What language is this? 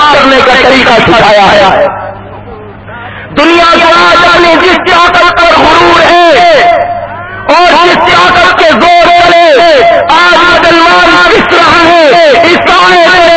Urdu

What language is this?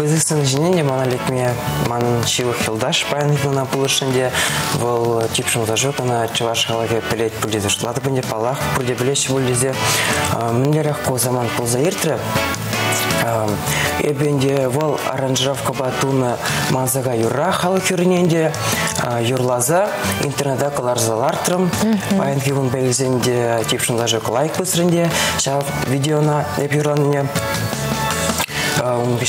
Chuvash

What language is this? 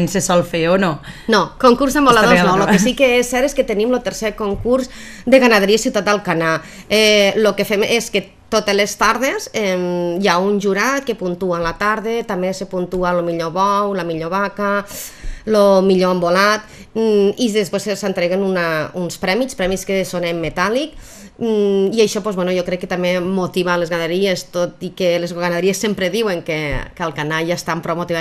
Catalan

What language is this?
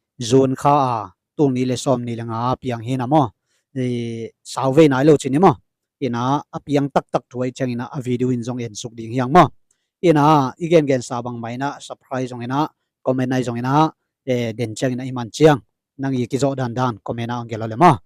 Tedim Chin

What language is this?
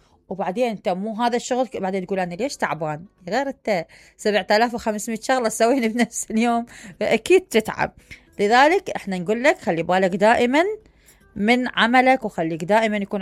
Mesopotamian Arabic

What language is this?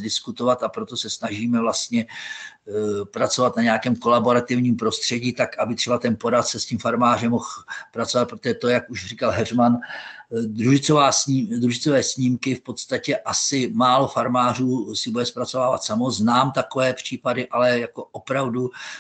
Czech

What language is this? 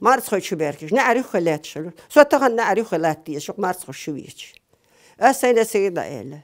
Chechen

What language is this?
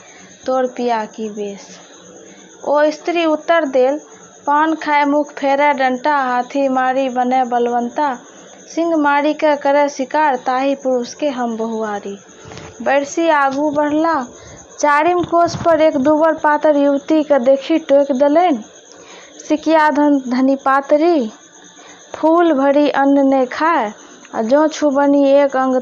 Maithili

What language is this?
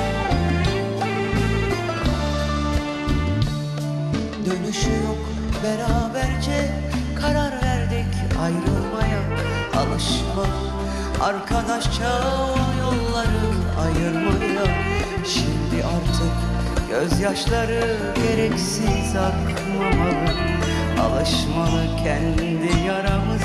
Turkish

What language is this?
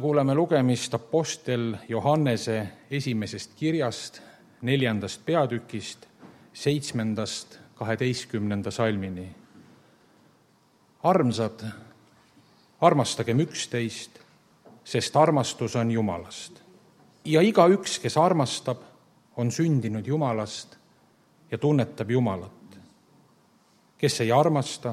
Estonian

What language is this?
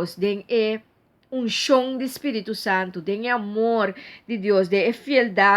Papiamento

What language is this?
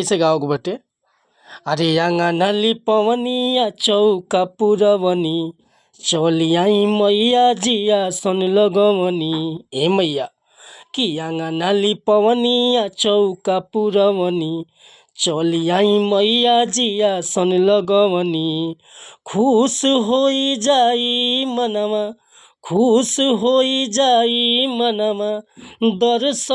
Bhojpuri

